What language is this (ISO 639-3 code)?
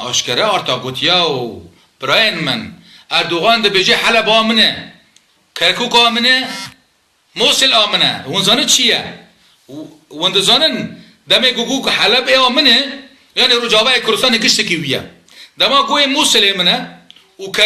kur